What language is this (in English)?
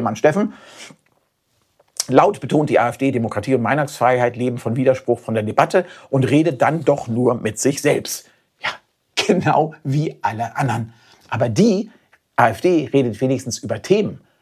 German